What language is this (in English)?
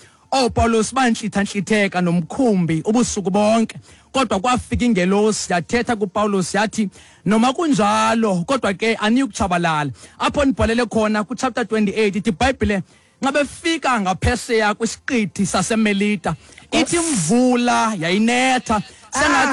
Xhosa